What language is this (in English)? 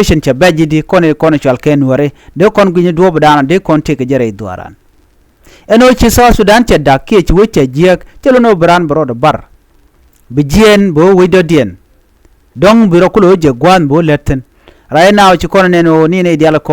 Nuer